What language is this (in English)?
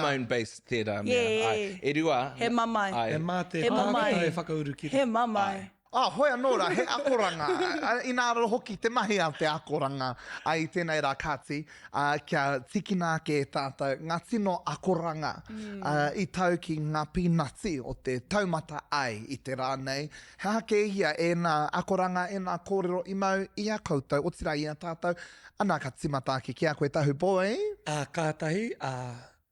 Māori